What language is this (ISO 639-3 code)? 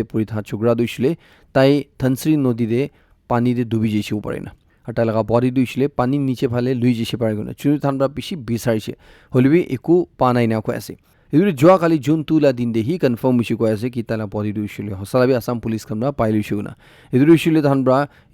nag